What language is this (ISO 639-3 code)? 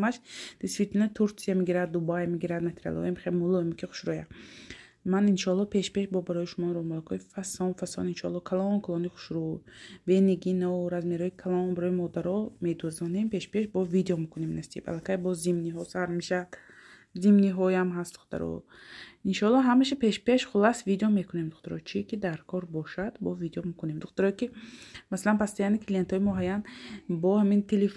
tgk